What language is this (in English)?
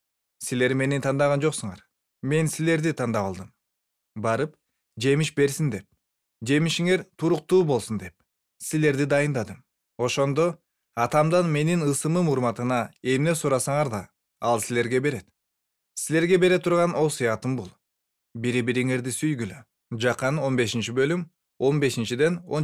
Kyrgyz